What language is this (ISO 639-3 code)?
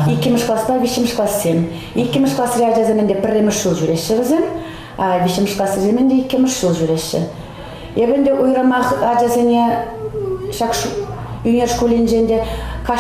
chv